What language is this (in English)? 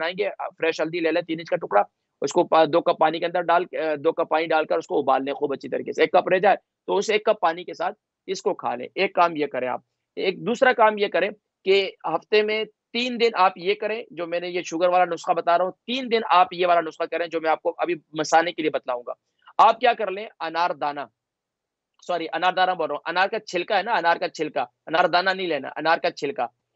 Urdu